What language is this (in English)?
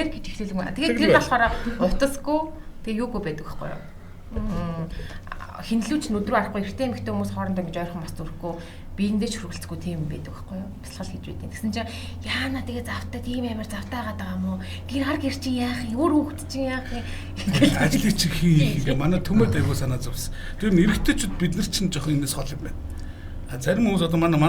Mongolian